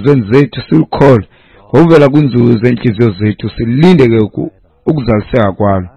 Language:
Xhosa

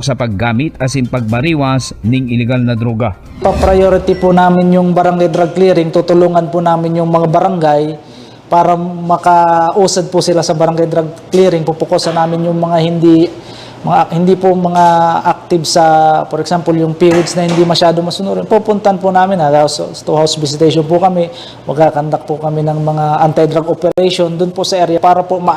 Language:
Bikol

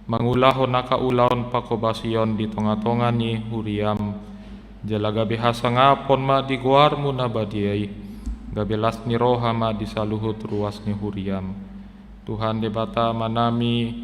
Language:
Batak Toba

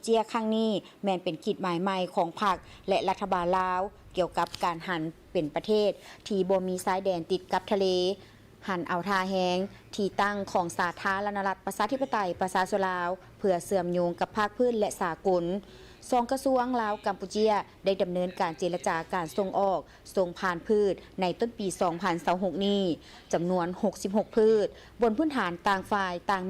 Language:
Lao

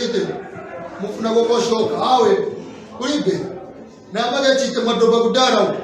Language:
Nyanja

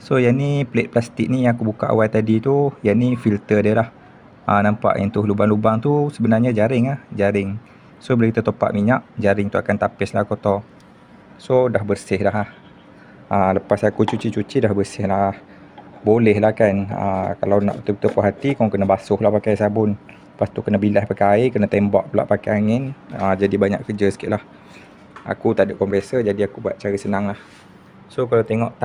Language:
Malay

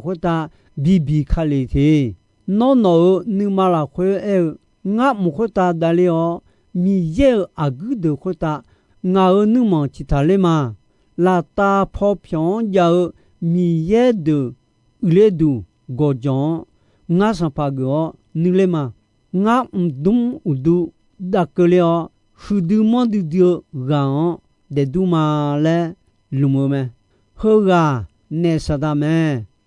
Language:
Akha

